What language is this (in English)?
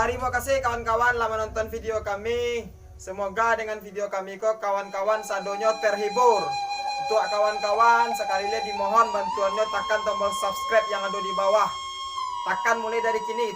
Minangkabau